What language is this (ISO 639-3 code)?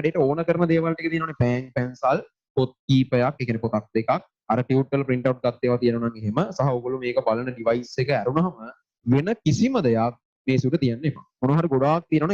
sin